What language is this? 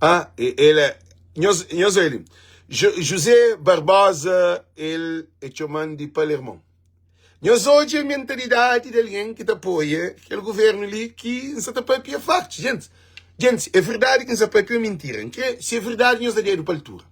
Kabuverdianu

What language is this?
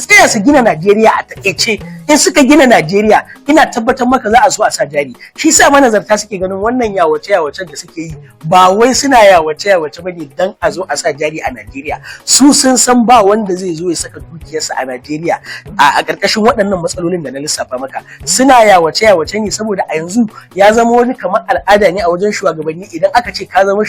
Hausa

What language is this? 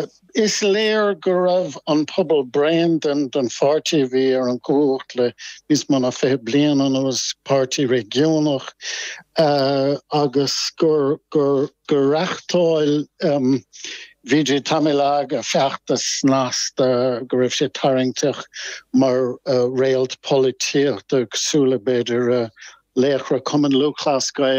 Irish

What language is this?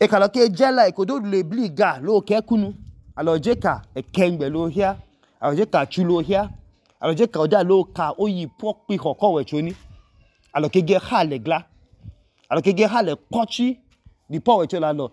Idoma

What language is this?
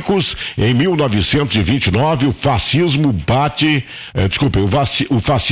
Portuguese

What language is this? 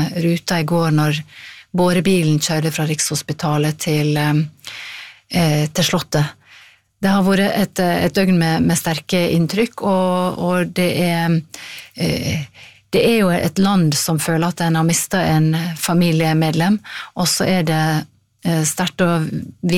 Norwegian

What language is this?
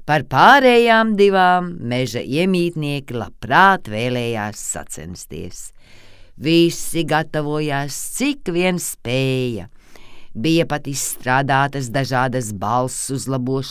Latvian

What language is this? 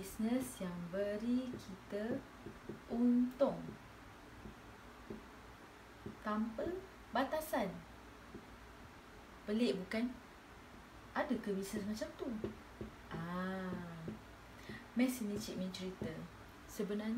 Malay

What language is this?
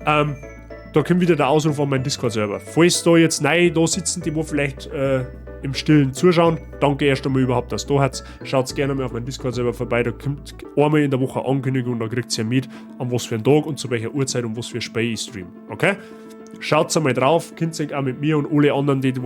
Bavarian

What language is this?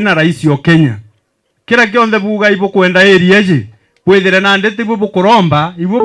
Meru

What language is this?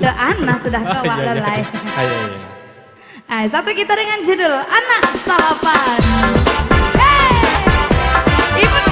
Minangkabau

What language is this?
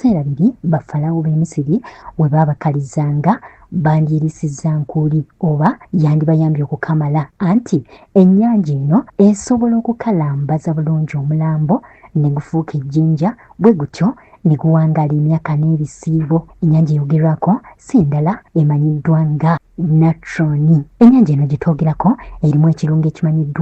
Ganda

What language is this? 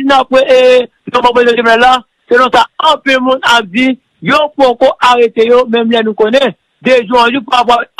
Haitian Creole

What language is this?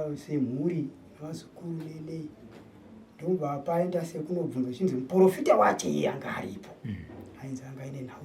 Shona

